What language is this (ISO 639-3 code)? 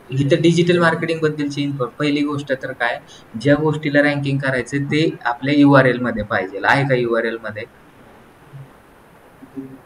mar